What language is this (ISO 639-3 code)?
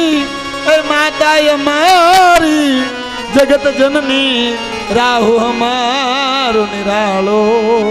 guj